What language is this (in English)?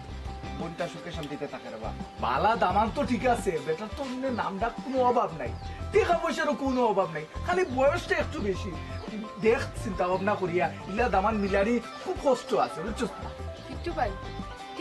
Sylheti